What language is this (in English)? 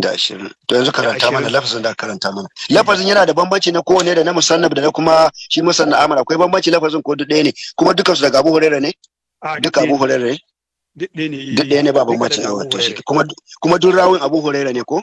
Hausa